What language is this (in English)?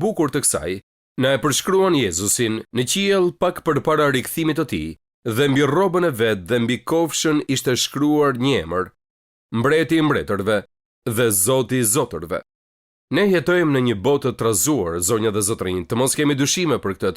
Albanian